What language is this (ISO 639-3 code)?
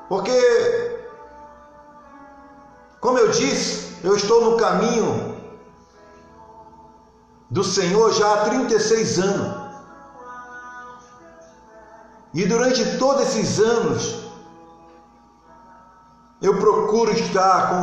por